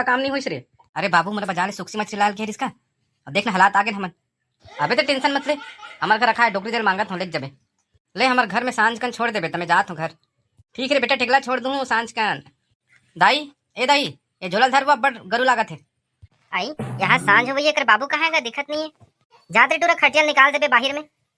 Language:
Chhattisgarhi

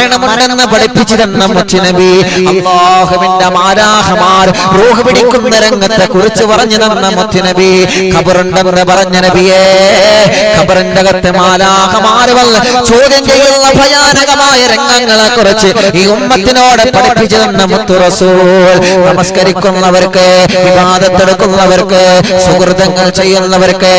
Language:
Malayalam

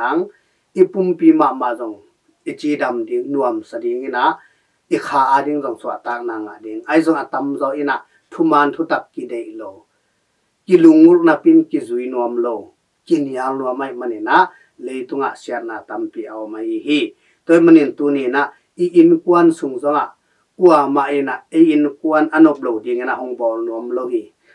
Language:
Tedim Chin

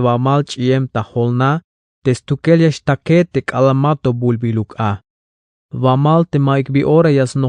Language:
Tzeltal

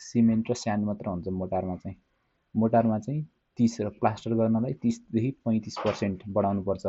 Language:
Nepali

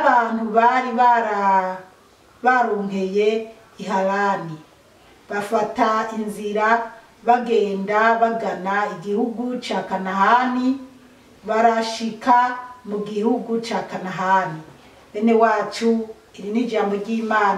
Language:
Rundi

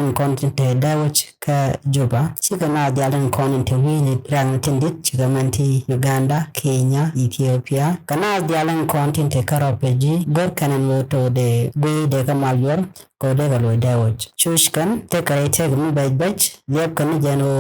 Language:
Nuer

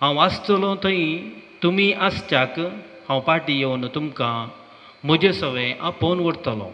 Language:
Konkani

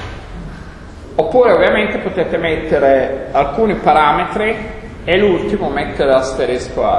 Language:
Italian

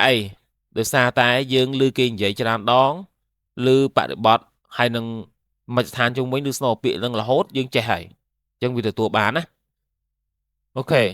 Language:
Khmer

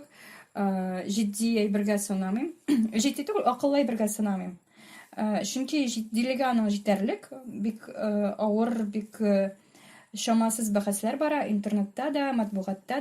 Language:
Tatar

